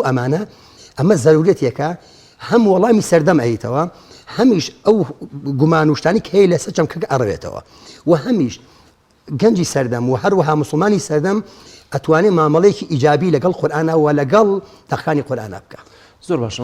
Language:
Central Kurdish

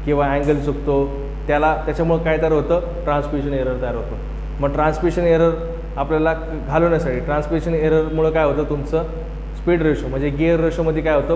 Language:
Marathi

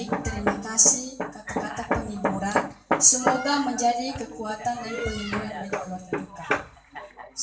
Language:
Nias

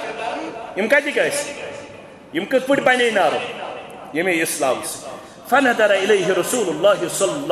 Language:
Kashmiri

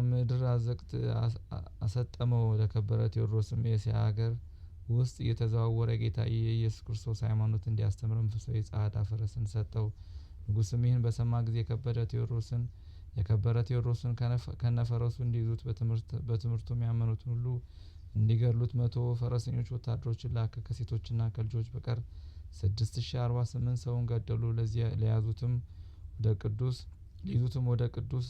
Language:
Amharic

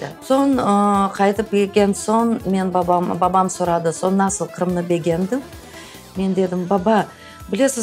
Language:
Crimean Tatar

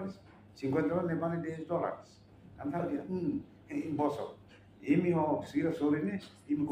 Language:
Tetum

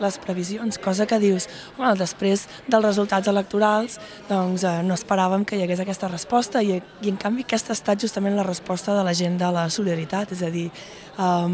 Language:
Catalan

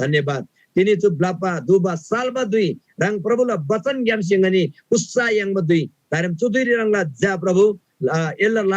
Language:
Eastern Tamang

